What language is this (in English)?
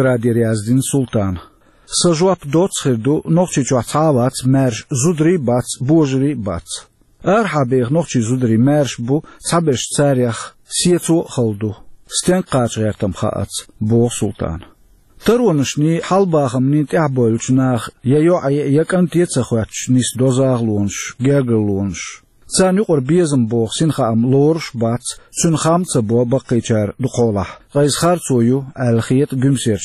Chechen